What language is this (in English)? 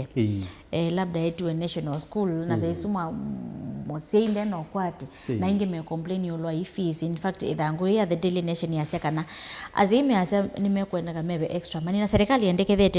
Kamba